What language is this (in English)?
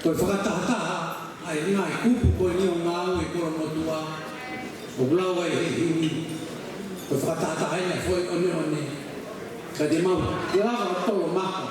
Tongan